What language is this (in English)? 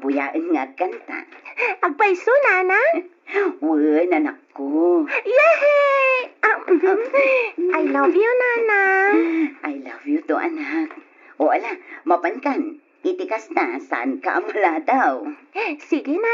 Iloko